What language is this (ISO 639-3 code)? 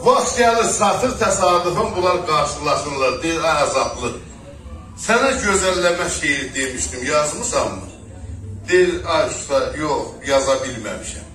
azb